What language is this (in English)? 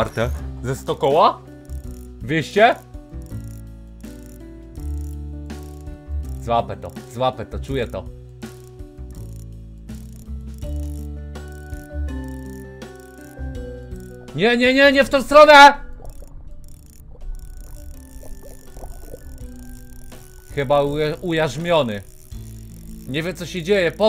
Polish